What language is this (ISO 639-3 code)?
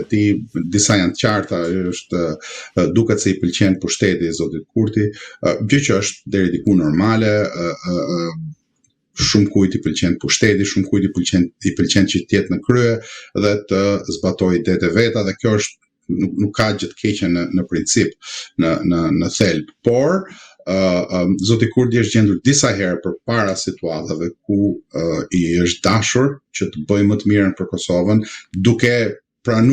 sqi